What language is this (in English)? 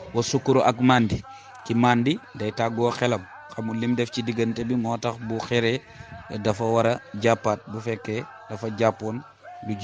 Wolof